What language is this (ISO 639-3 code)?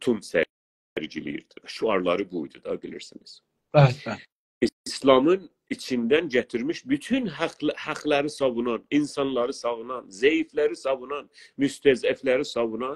azb